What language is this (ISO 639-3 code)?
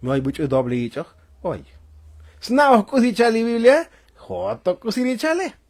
tzo